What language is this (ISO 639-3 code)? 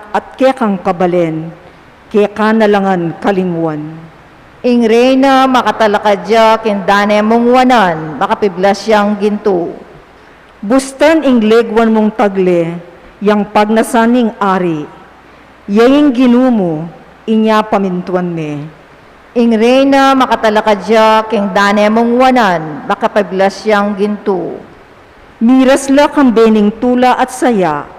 pam